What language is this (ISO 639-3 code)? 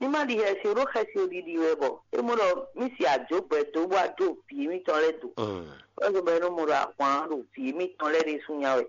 fon